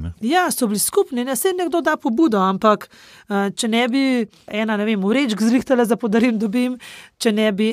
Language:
Slovenian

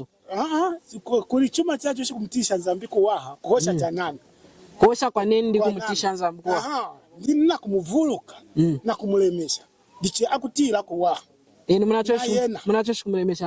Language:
Lunda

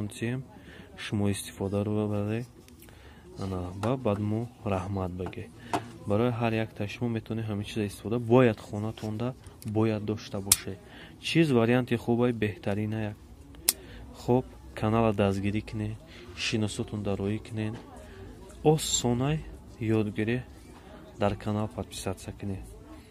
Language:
Tajik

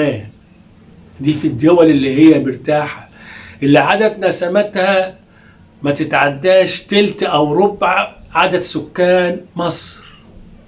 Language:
Egyptian Arabic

